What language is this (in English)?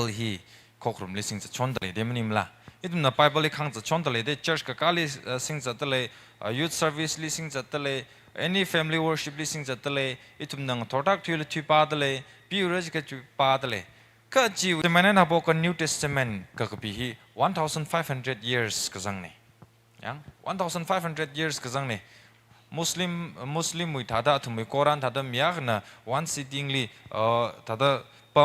Tangkhul Naga (India)